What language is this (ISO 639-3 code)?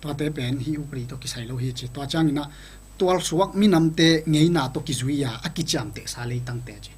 ctd